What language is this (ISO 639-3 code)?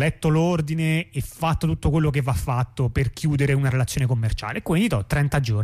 ita